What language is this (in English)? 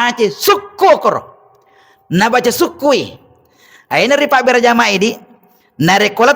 Buginese